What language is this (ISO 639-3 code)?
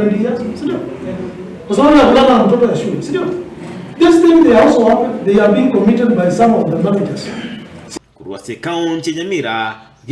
guz